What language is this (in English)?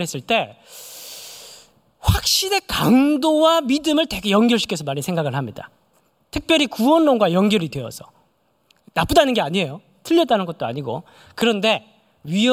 Korean